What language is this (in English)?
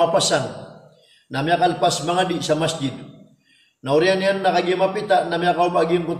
Maranao